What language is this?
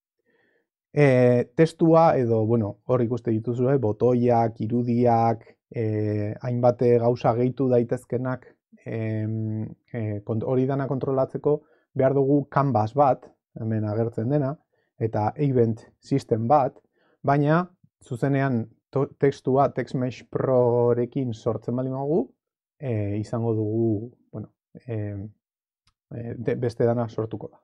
Basque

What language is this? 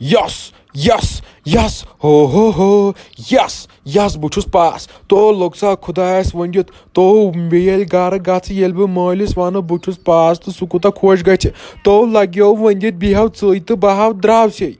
Kashmiri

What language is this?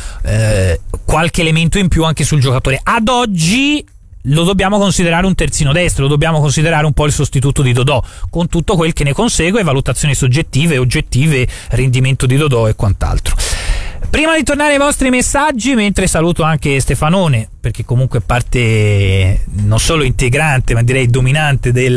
Italian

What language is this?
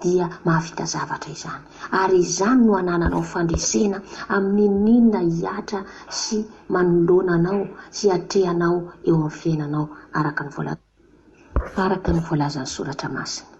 Malagasy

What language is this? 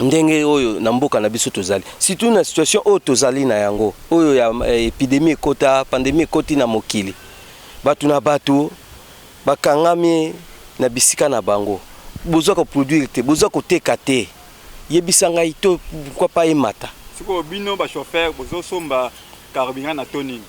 Lingala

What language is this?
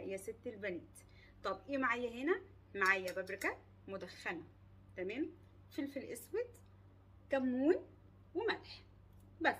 Egyptian Arabic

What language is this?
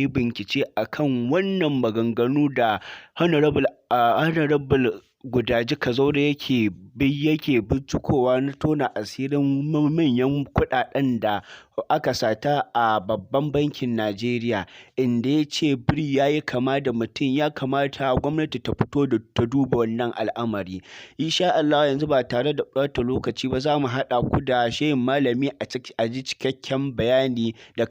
Hausa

